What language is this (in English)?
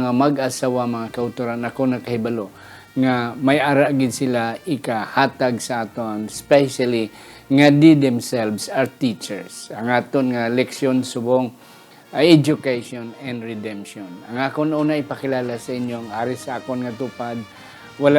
Hiligaynon